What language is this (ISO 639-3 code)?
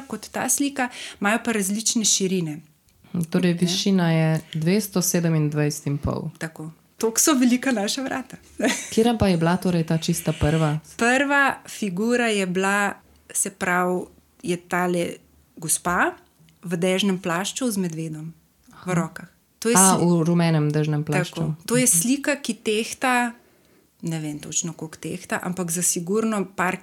slv